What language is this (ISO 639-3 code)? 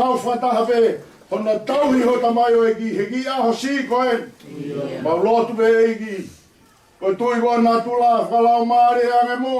ton